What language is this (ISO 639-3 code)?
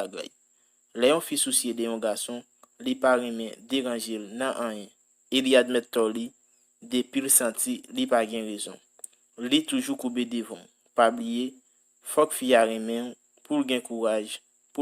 hat